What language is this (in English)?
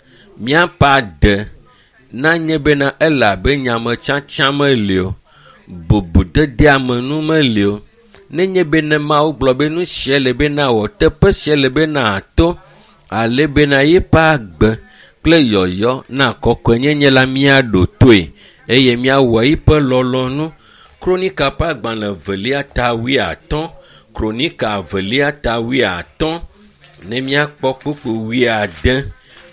Ewe